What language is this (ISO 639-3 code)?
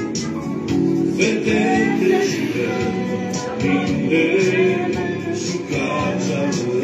slk